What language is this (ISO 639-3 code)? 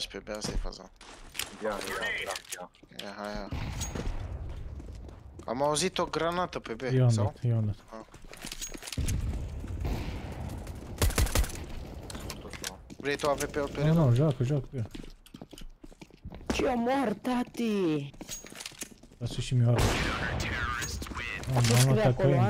ron